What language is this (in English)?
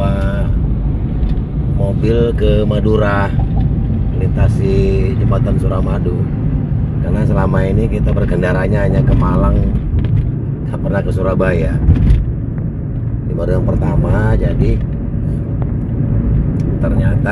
Indonesian